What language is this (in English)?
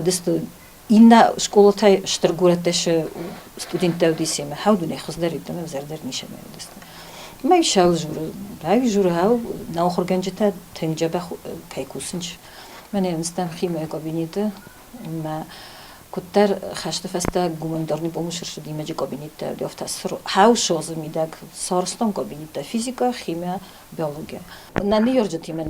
Ossetic